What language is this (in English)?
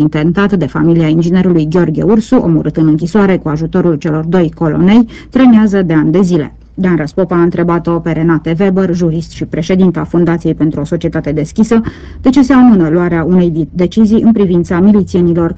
Romanian